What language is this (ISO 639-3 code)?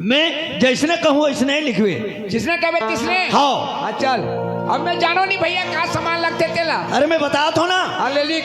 hne